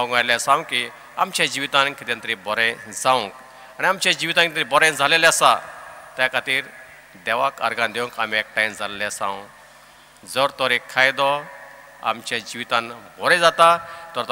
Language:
Konkani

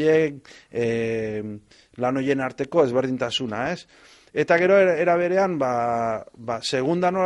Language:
Basque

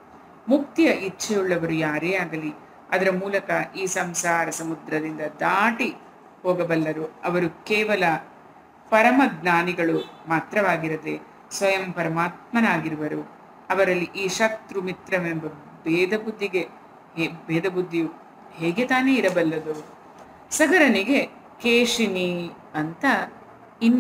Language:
Kannada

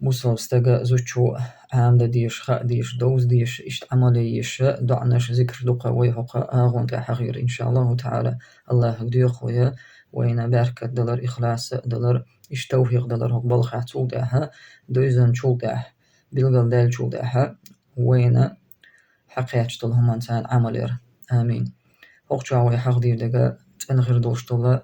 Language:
Chechen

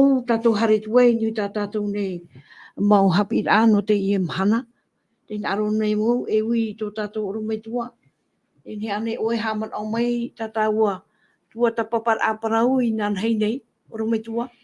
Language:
Tahitian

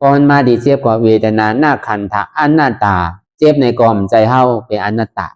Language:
Shan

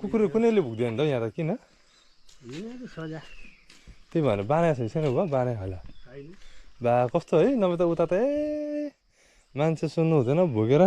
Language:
Nepali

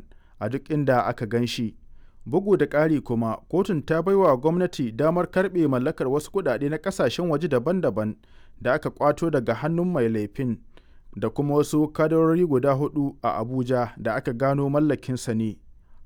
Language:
Hausa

